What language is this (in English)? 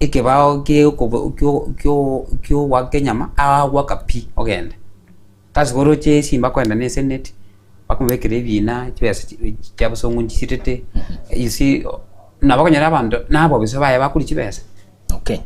Gusii